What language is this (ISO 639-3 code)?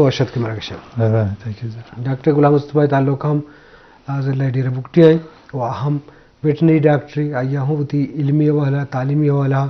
bgp